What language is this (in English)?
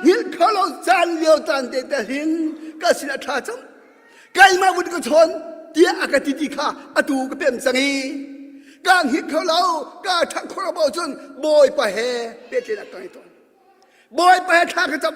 Hakha Chin